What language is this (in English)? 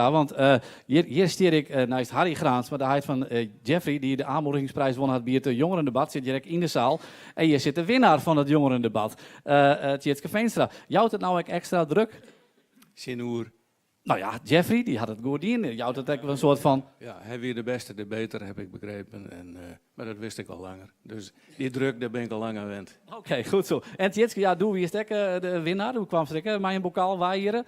Western Frisian